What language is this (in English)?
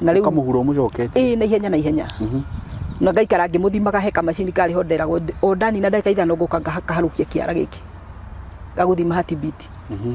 Kikuyu